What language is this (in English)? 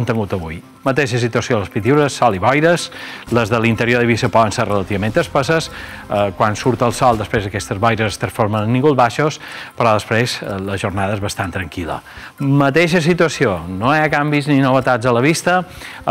Catalan